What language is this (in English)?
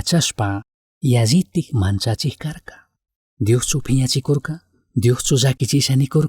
Chimborazo Highland Quichua